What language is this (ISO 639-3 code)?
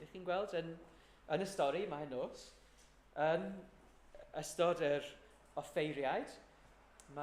cym